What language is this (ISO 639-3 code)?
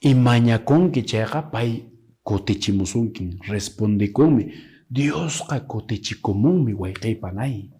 que